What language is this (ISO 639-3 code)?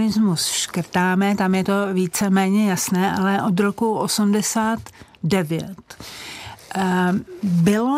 ces